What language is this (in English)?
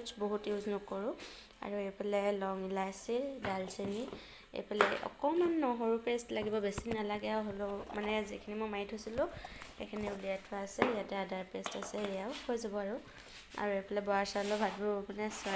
Assamese